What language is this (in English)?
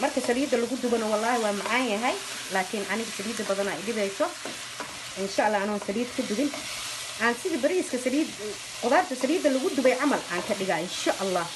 Somali